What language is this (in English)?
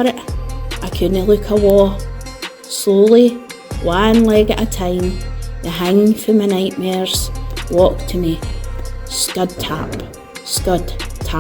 Scots